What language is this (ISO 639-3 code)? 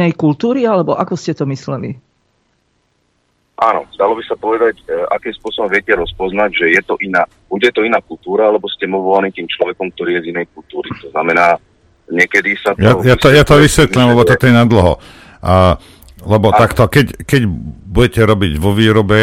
slk